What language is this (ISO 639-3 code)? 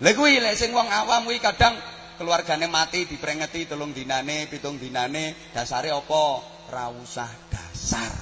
jav